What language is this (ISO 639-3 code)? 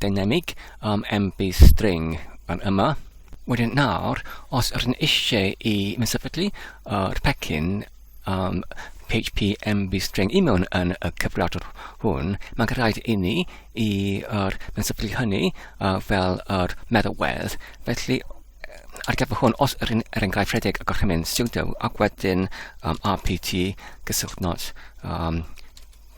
cym